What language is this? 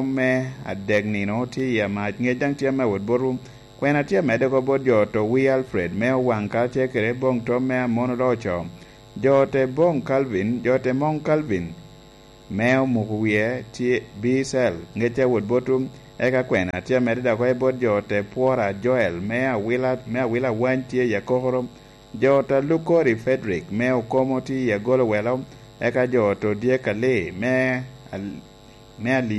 Lango (Uganda)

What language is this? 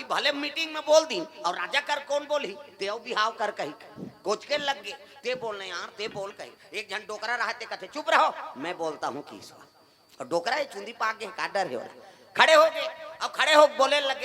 Chhattisgarhi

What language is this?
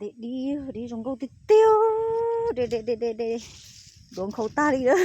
Hmong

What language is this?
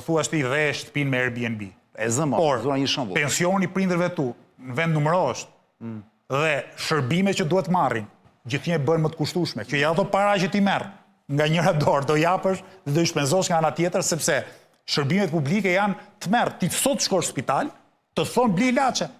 Albanian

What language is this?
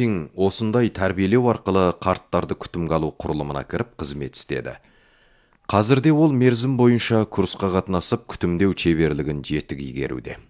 Kazakh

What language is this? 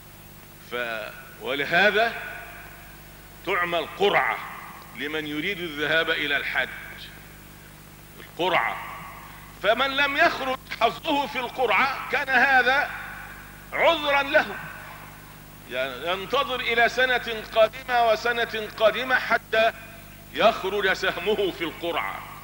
Arabic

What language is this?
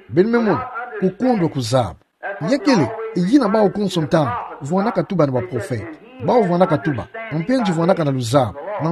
Kituba (Democratic Republic of Congo)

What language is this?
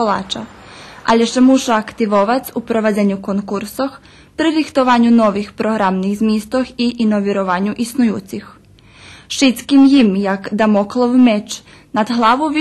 Rusyn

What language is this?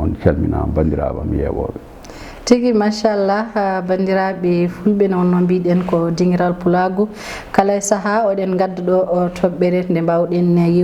Fula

